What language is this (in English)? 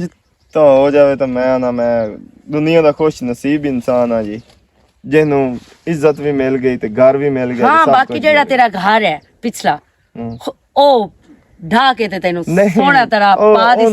Western Panjabi